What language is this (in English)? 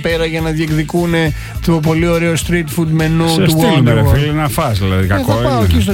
Greek